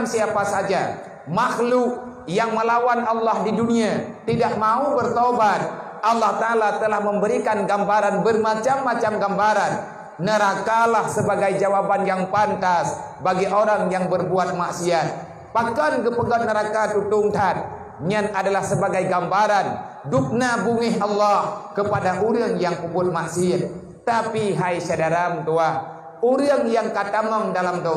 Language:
Achinese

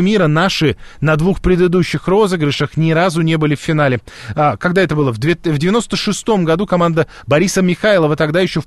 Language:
Russian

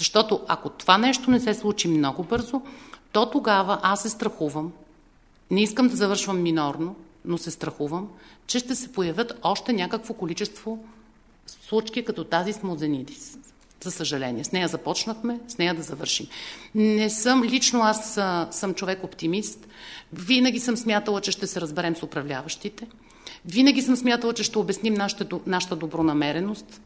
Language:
Bulgarian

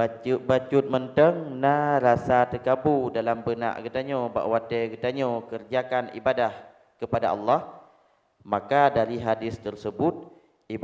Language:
Achinese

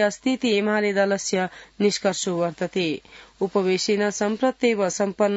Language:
Sanskrit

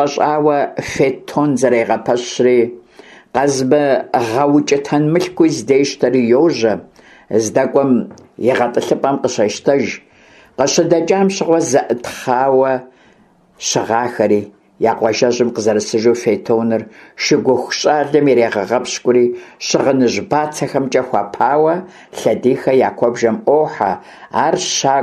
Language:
Kabardian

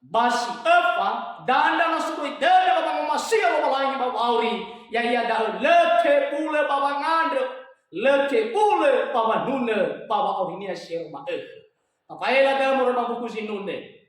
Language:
Nias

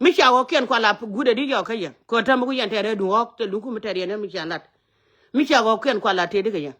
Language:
Nuer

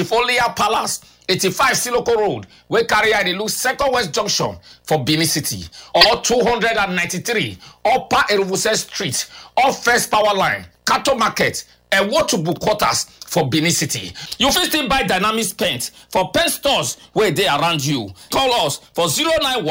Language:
Nigerian Pidgin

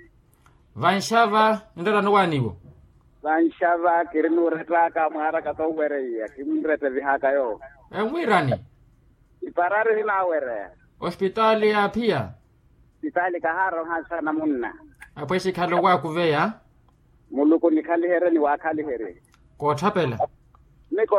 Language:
Makhuwa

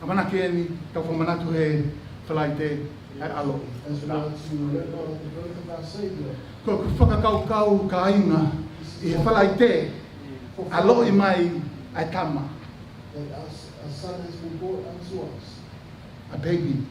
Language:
Tongan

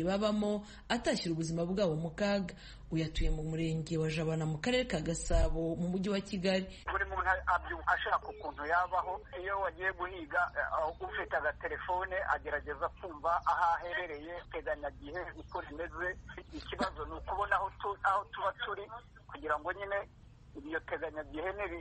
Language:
Kinyarwanda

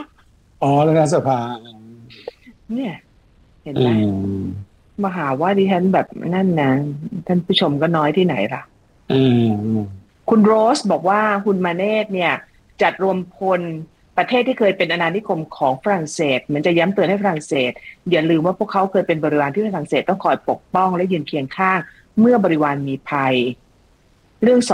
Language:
Thai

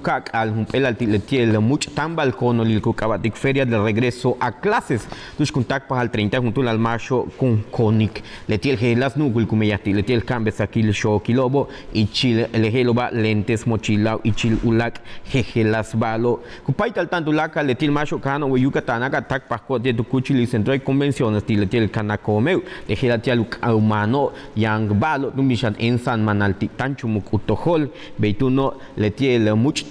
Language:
Yucateco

